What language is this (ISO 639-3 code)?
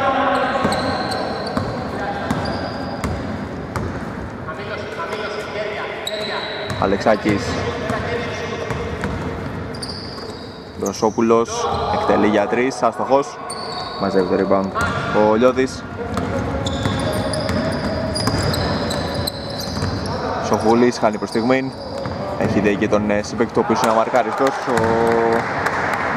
ell